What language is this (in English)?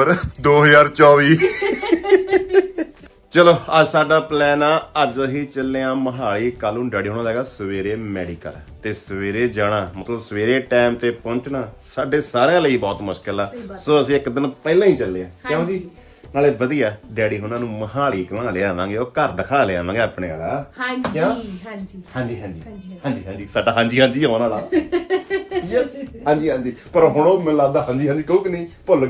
Punjabi